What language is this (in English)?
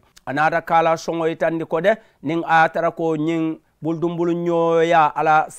Mandingo